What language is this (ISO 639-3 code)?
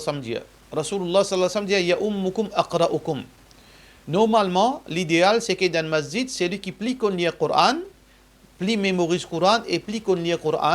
mfe